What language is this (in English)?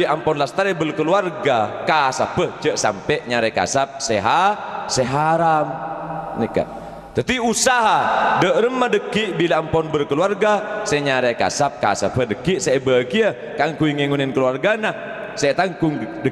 Madurese